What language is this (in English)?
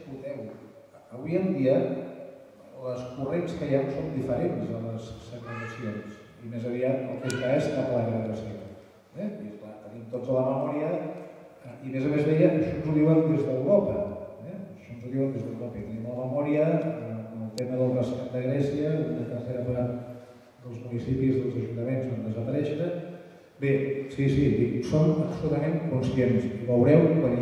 Catalan